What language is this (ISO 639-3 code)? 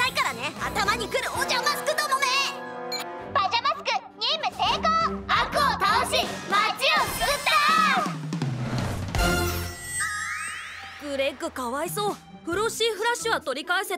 jpn